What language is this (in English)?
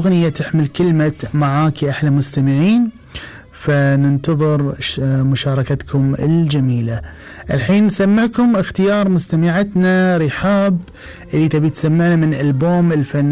Gulf Arabic